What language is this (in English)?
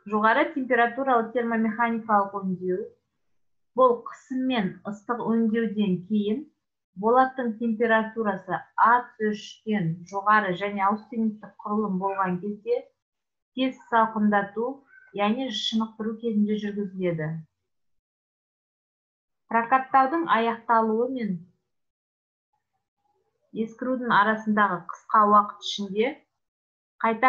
Kazakh